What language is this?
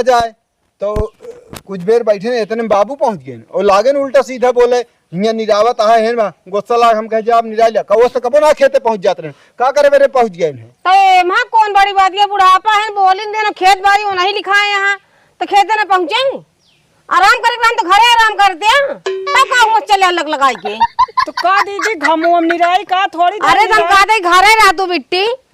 Awadhi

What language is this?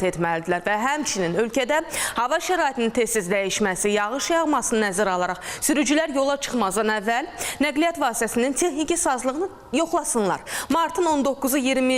Azerbaijani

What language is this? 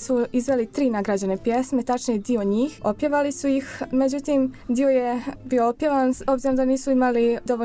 Bosnian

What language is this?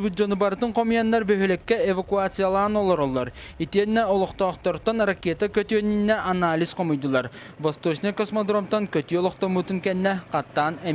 Yakut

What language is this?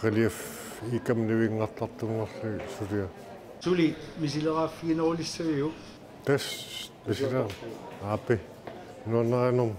Kalaallisut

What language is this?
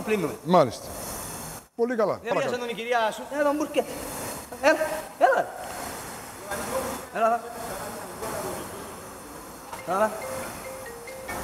Greek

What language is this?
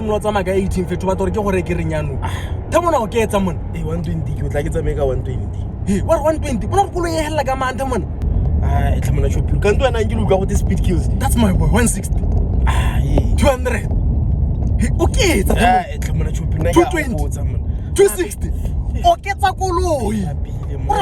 Tswana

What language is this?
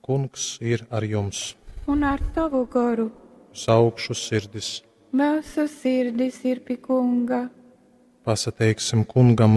Latgalian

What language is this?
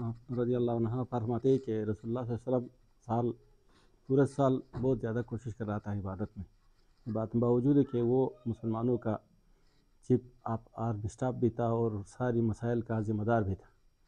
Urdu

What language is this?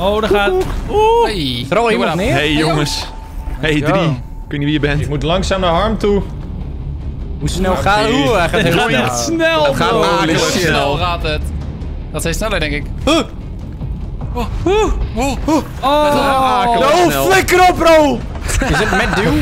Dutch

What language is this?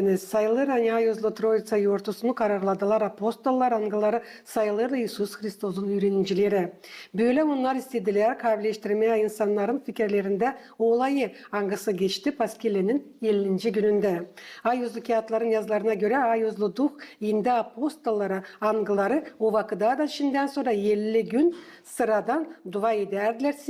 Gagauz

